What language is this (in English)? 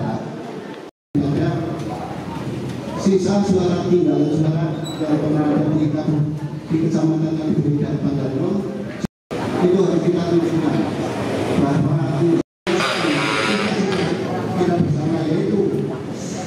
Indonesian